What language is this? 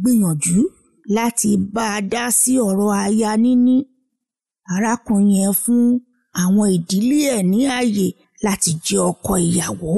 Yoruba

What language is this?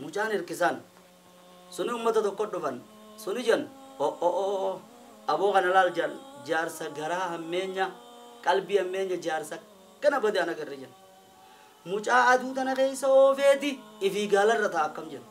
Oromo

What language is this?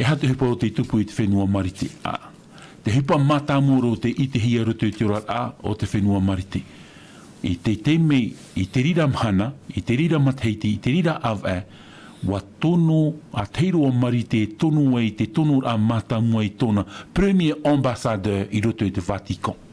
Tahitian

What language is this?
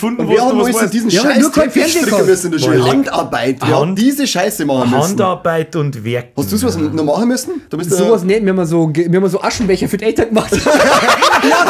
Bavarian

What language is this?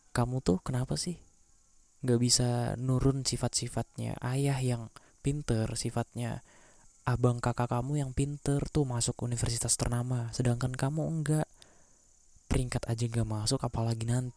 Indonesian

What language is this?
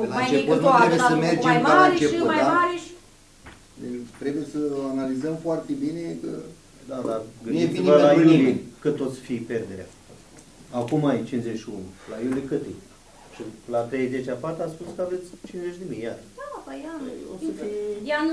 Romanian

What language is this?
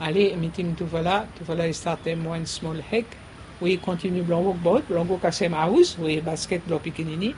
Bislama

